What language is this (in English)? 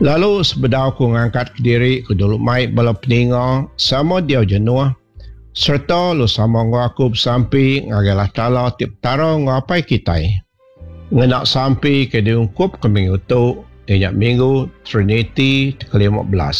Iban